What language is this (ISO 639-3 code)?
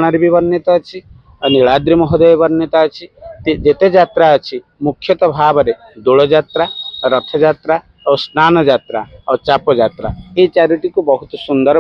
ori